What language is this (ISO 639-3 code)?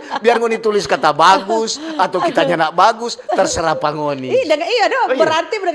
xmm